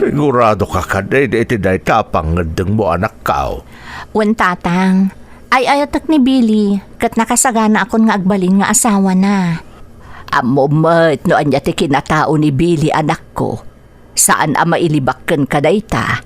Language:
Iloko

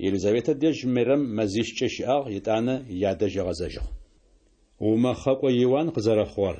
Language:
Adyghe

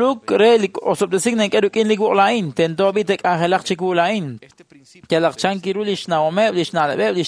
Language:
Kekchí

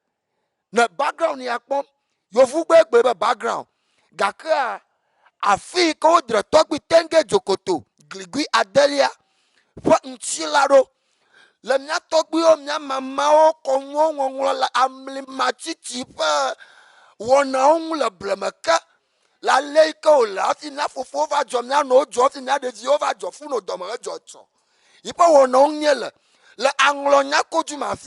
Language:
Ewe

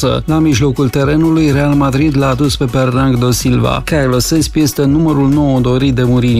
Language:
Romanian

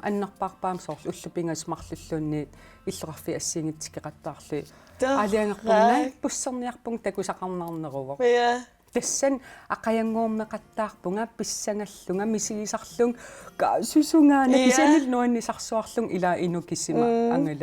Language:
Kalaallisut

